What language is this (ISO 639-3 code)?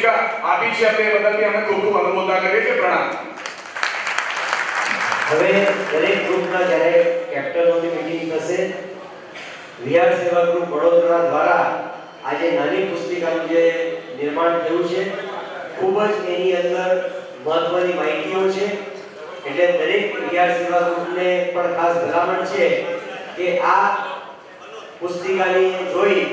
guj